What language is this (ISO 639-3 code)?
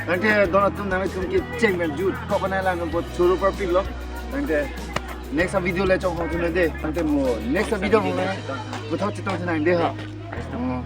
mjw